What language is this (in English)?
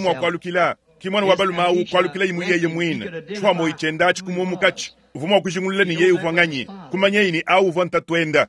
Luba-Lulua